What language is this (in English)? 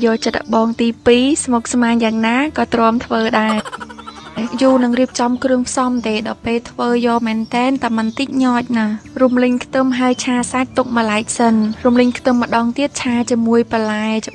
Khmer